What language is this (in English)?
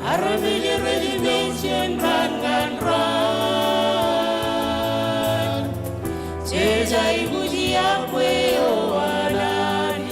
Marshallese